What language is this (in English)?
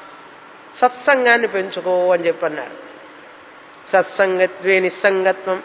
Telugu